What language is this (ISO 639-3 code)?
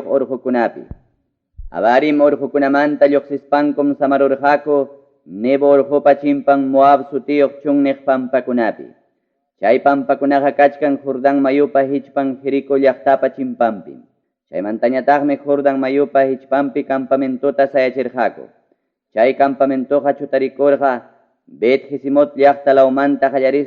quy